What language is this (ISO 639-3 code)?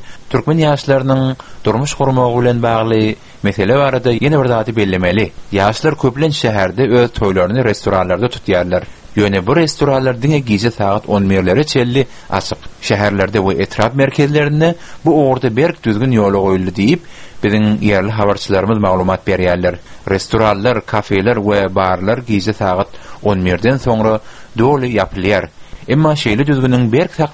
tuk